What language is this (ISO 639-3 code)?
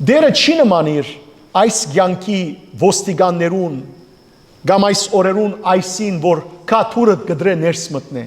hyw